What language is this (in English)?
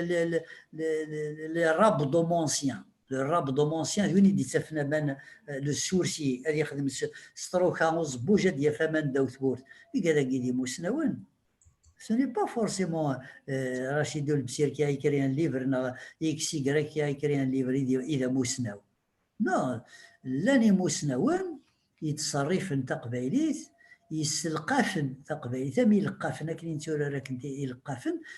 Kabyle